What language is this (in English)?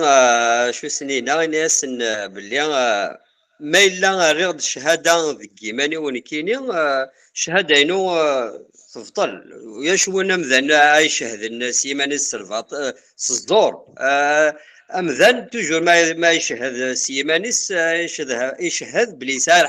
Kabyle